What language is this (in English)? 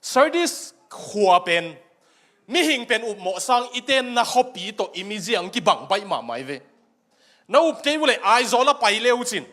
Tedim Chin